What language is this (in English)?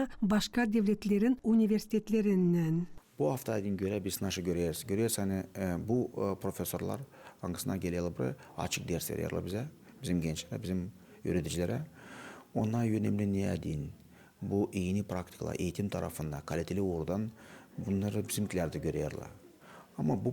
Gagauz